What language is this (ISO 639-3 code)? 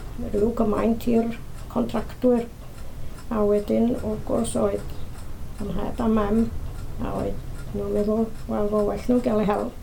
cym